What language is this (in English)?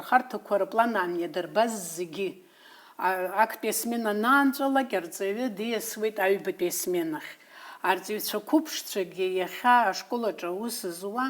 Abkhazian